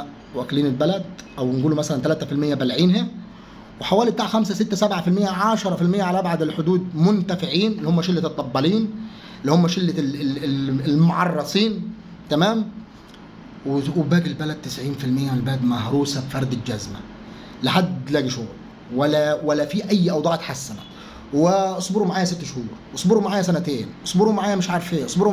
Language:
Egyptian Arabic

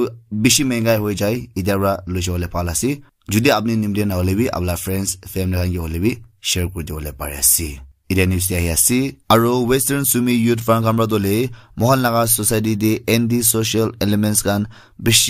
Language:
Naga Pidgin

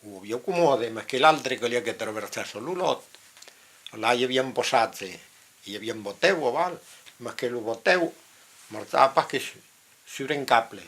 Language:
Occitan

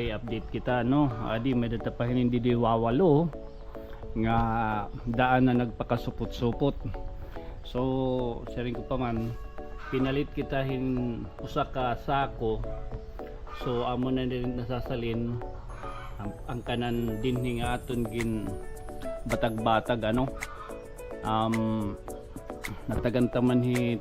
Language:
Waray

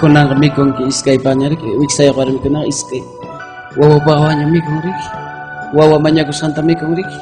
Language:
Ayacucho Quechua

